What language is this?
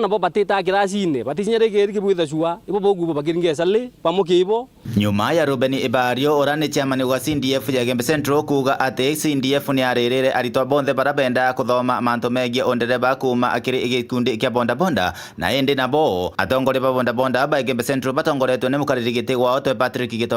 Meru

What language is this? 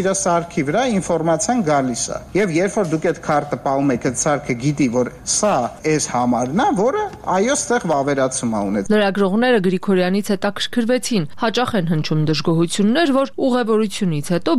Armenian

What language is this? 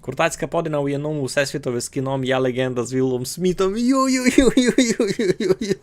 Rusyn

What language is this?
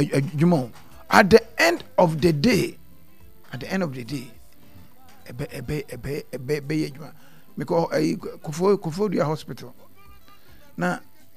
Akan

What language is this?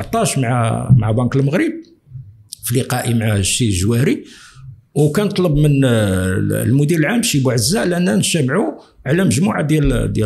Moroccan Arabic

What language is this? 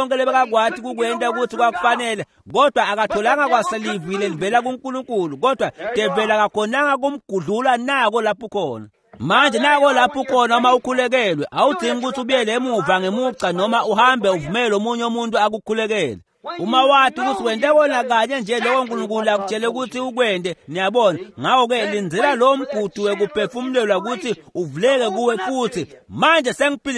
Swati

